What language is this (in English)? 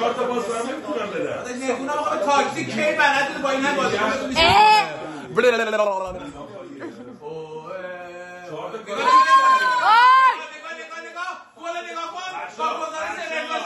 Persian